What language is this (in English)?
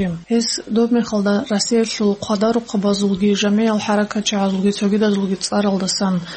Avaric